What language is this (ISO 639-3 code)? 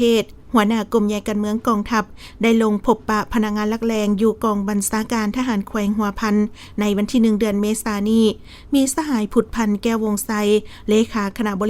lao